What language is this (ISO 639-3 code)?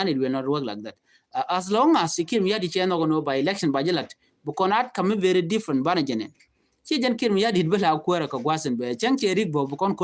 nus